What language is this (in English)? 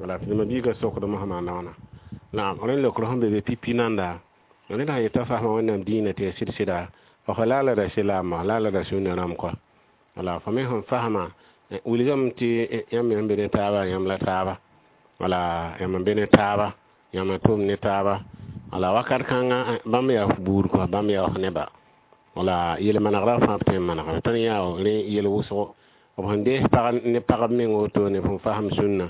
Mossi